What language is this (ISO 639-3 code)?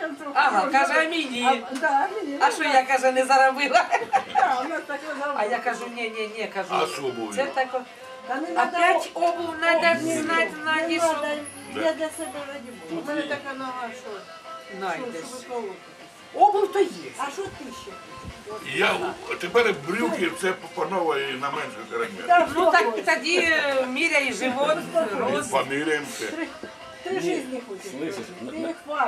ukr